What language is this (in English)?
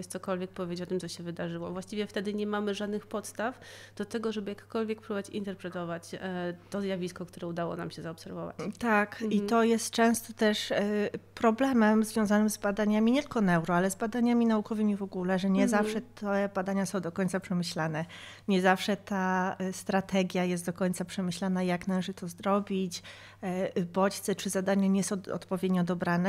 Polish